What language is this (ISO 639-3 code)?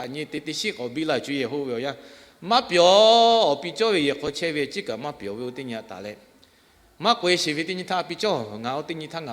lhu